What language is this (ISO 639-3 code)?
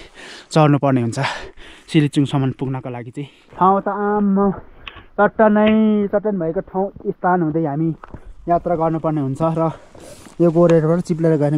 nep